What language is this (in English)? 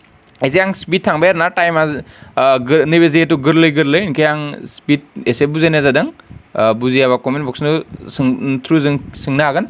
Bodo